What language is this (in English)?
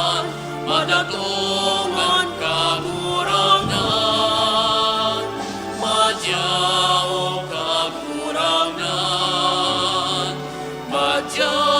Bikol